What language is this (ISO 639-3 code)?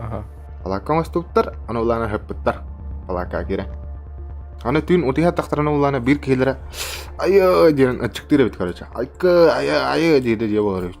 sah